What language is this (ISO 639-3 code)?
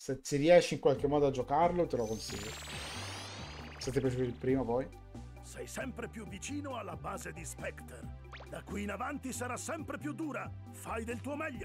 ita